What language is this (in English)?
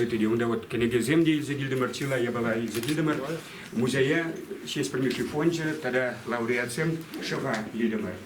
Chuvash